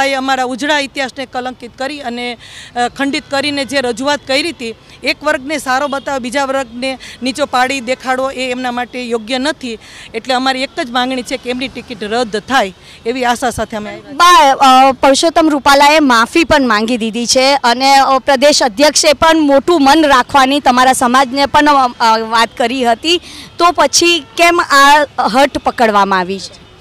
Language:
Gujarati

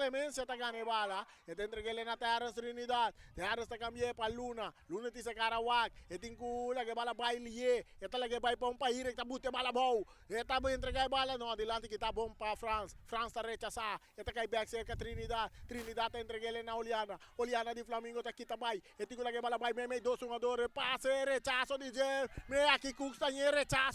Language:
Papiamento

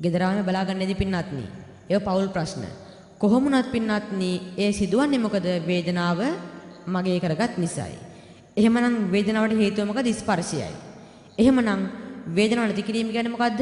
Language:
Sinhala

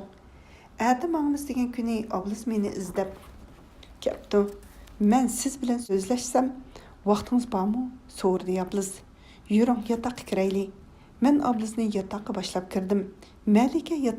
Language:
Uyghur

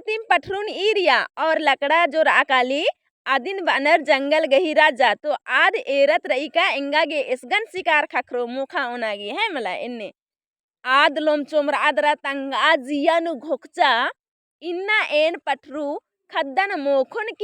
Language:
Kurukh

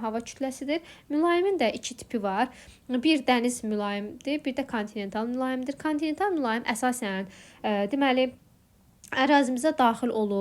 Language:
Azerbaijani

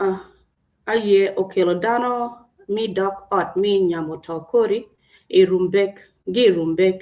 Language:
Acoli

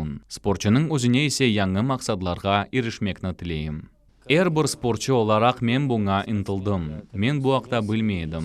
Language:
Crimean Tatar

